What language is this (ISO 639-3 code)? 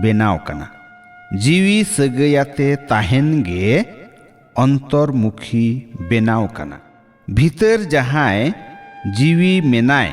sat